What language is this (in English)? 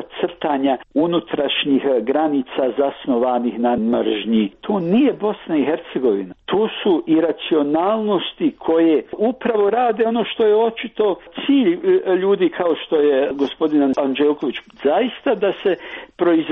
Serbian